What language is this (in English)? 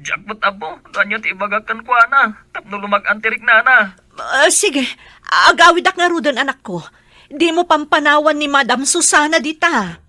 Iloko